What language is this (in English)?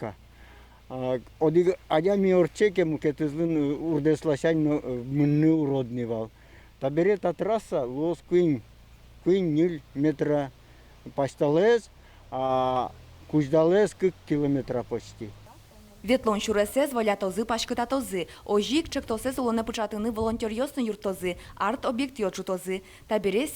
Udmurt